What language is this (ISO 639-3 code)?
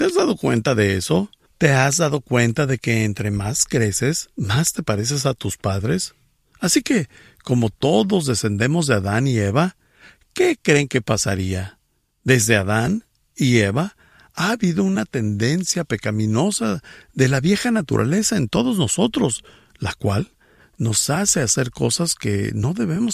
spa